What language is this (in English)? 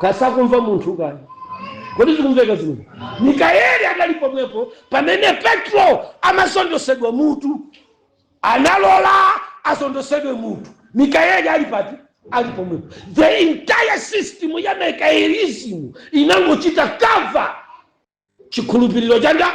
Nyanja